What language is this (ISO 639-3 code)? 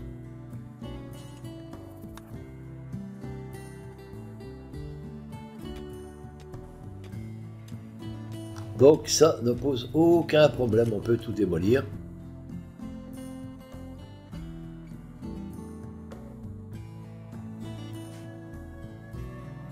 fra